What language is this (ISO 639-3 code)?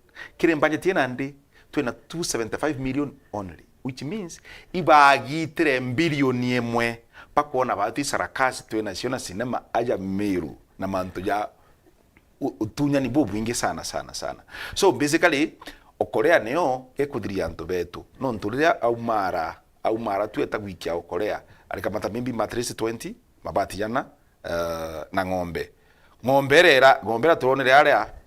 mer